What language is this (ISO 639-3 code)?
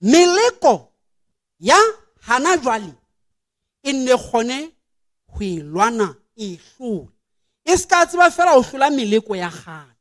sot